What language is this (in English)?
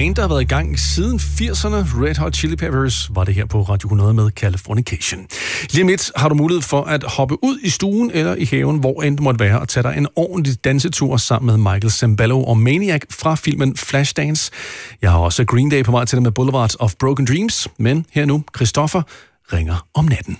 Danish